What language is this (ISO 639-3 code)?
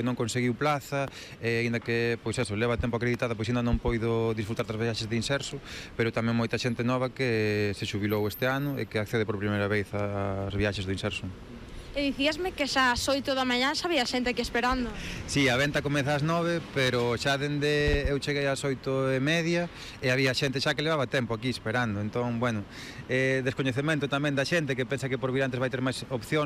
glg